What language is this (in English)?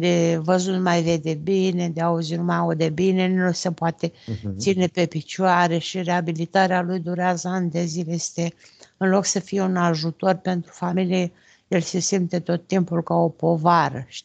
Romanian